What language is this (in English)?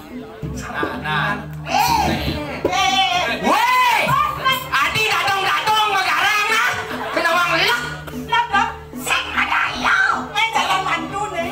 Balinese